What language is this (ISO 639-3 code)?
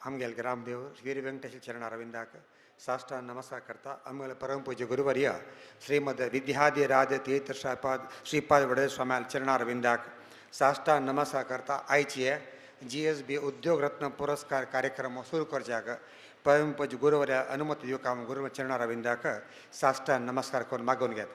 kok